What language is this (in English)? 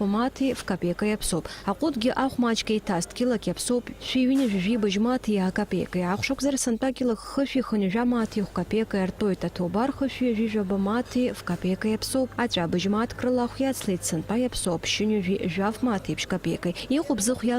Abkhazian